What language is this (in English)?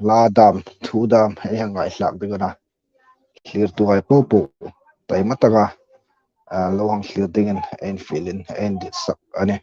Hmar